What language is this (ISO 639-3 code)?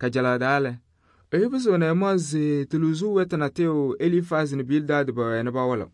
kbp